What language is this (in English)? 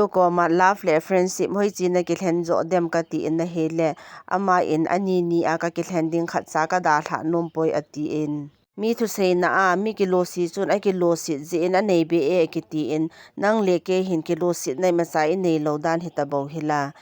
Thado Chin